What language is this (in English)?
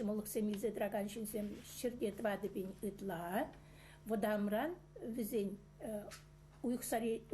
Chuvash